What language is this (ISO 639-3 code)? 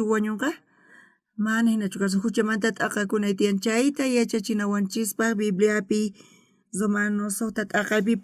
quh